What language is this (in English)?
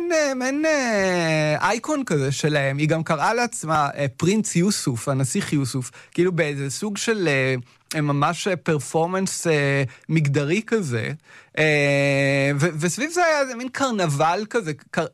Hebrew